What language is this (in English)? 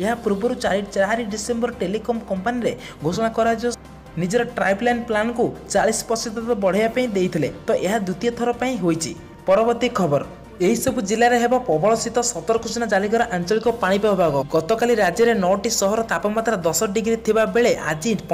Odia